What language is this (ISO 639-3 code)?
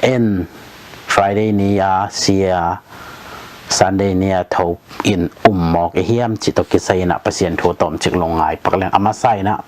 ctd